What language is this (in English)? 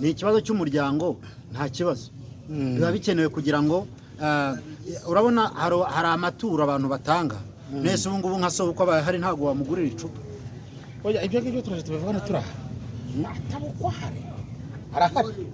Kinyarwanda